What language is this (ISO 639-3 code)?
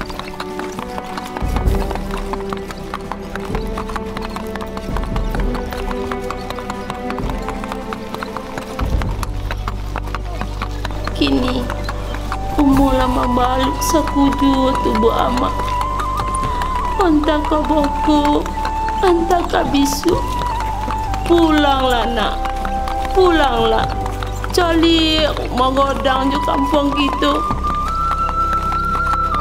min